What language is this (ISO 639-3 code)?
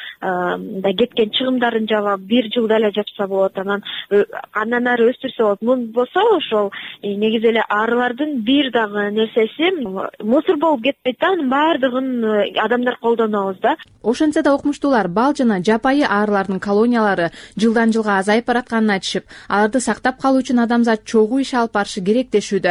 kir